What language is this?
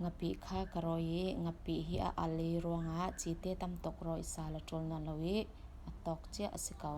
Falam Chin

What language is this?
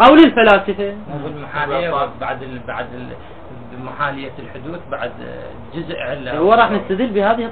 Mesopotamian Arabic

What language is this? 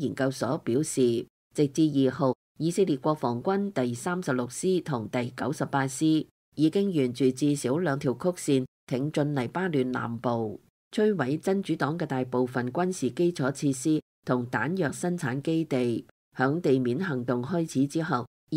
Cantonese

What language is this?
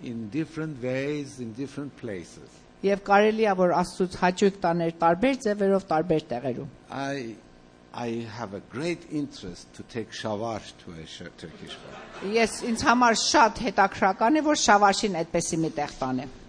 Armenian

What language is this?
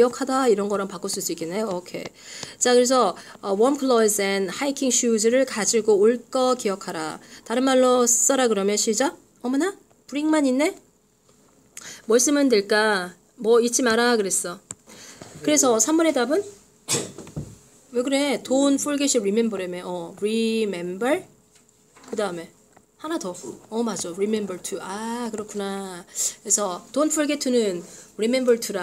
Korean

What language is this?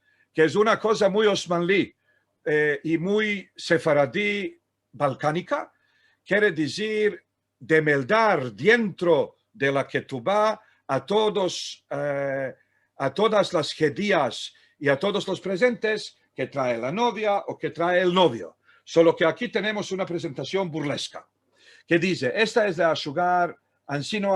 Ladino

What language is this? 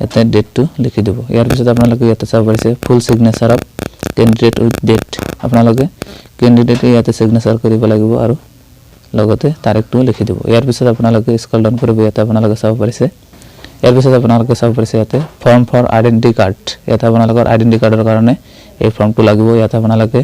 Assamese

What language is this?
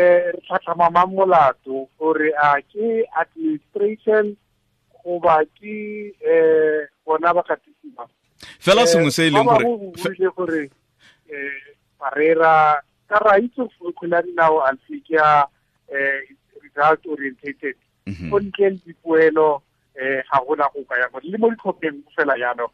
Tswana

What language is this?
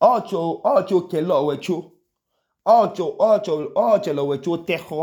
Idoma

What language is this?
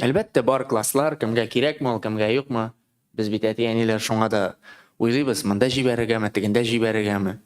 Tatar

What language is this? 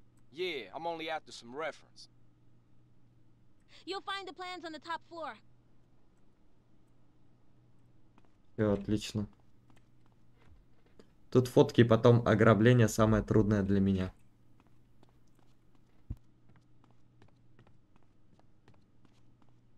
Russian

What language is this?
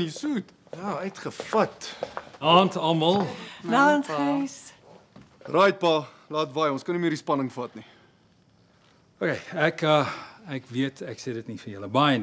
Afrikaans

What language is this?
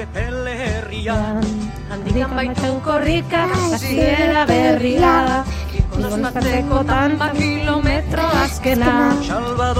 Basque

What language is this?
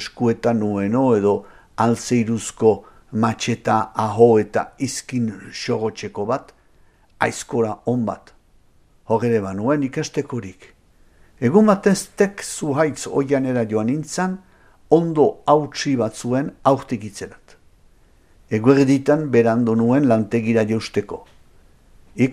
Basque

